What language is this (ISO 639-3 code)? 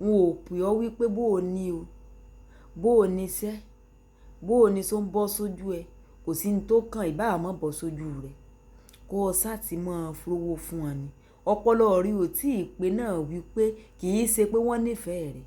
yor